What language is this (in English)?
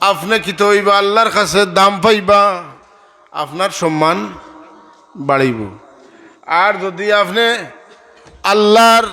Sylheti